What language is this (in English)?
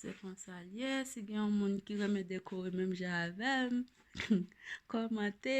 Haitian Creole